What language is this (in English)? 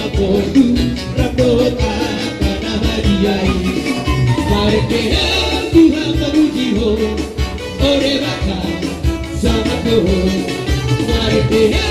Batak Toba